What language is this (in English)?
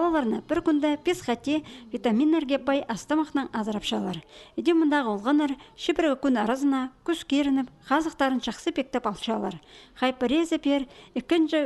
Khakas